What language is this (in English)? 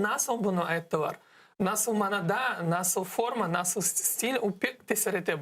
Crimean Tatar